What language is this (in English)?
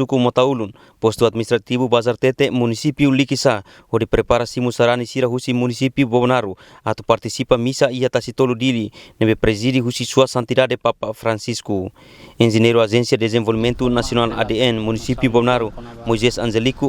Tetum